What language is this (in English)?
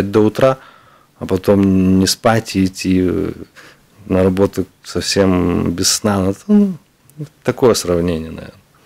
Russian